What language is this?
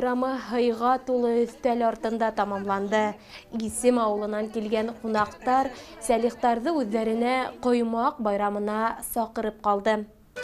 Bashkir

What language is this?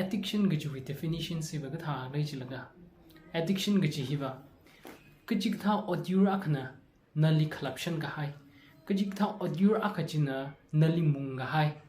Tangkhul Naga (India)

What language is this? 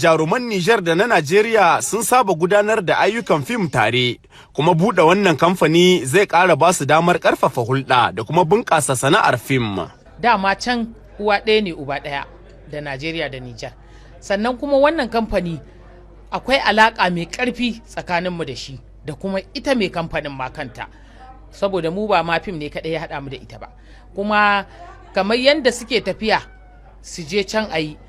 Hausa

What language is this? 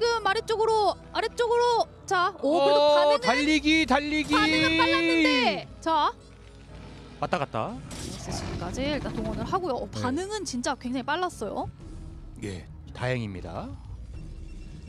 Korean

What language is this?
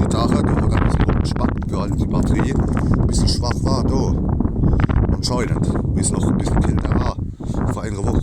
Palatine German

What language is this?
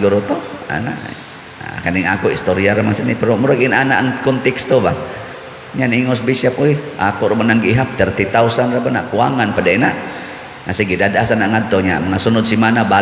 Cebuano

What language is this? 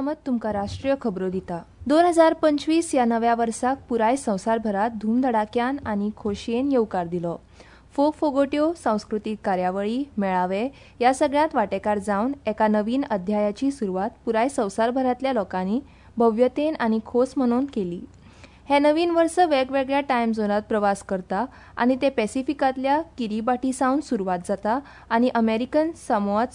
Konkani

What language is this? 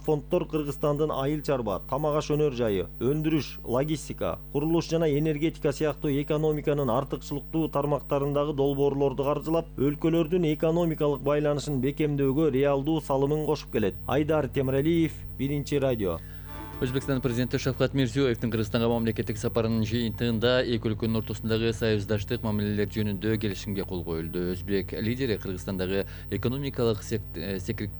Kyrgyz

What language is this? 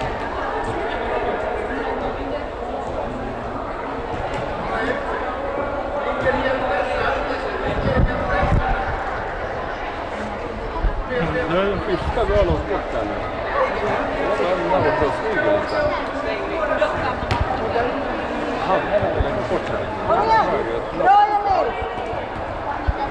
Swedish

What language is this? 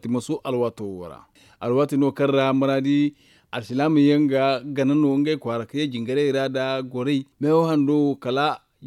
Zarma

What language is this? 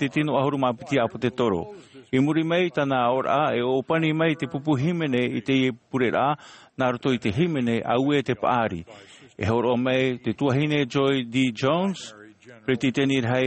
Tahitian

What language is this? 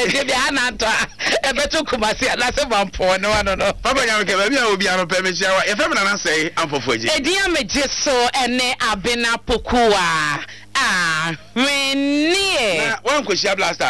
Akan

